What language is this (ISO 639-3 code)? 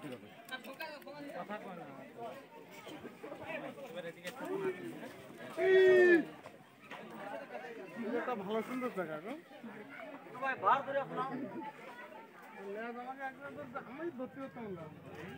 ben